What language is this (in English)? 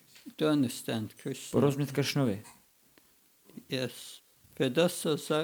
Czech